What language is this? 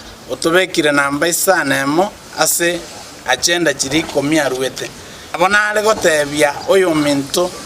Gusii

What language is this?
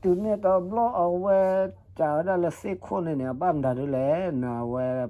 S'gaw Karen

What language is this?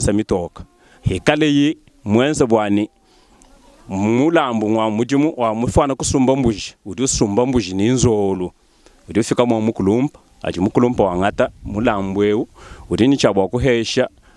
Luba-Lulua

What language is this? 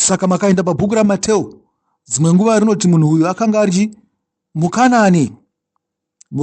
Shona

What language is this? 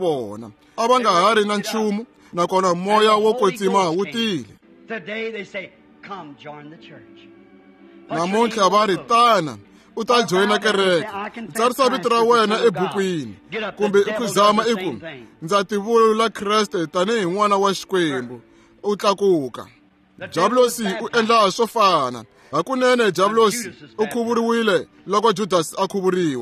Tsonga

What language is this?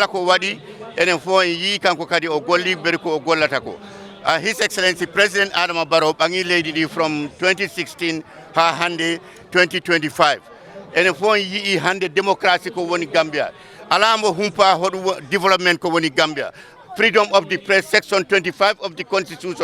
Fula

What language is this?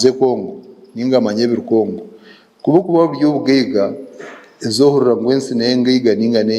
Nyankole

